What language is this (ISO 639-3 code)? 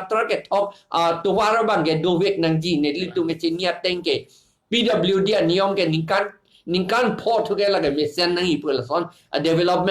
mjw